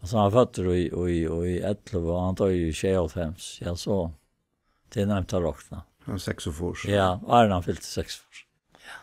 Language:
Faroese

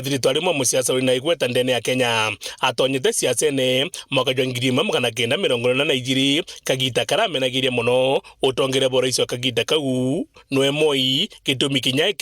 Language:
Meru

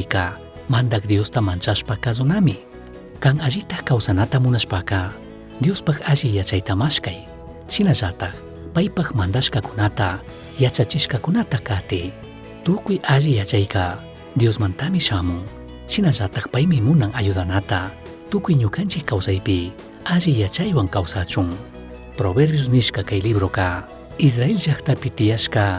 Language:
Chimborazo Highland Quichua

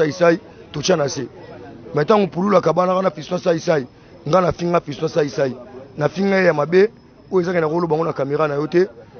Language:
Lingala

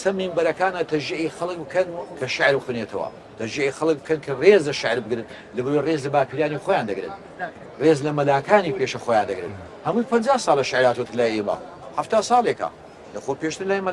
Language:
Central Kurdish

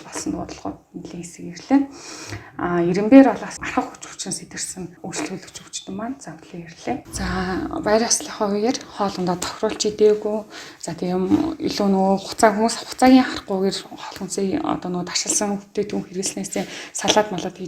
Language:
Mongolian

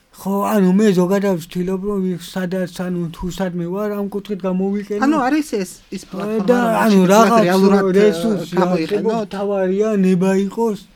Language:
Georgian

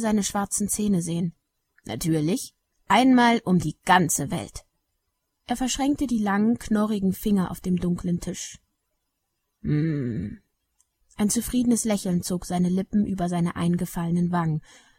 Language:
German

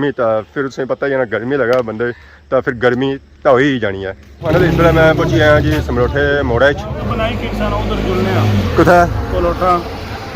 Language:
Pahari-Potwari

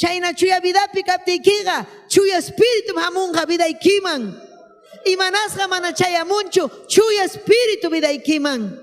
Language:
Ayacucho Quechua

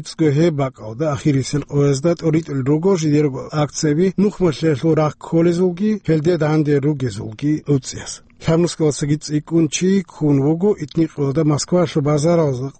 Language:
Avaric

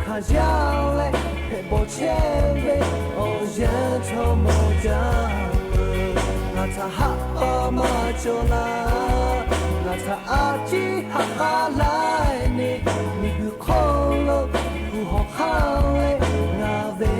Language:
Lahu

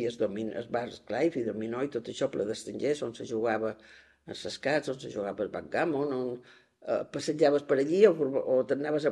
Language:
Catalan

